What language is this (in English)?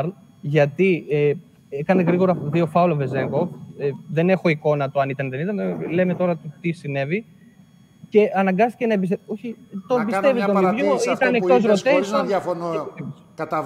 Greek